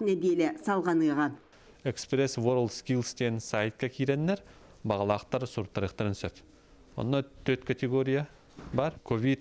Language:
Yakut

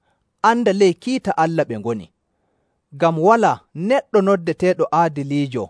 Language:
Nigerian Fulfulde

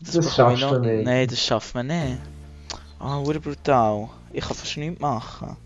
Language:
Swiss German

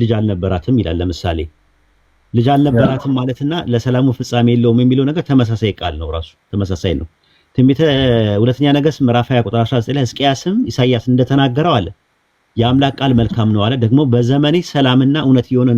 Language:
Amharic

